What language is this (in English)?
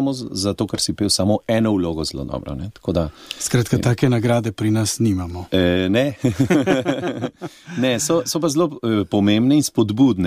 Slovenian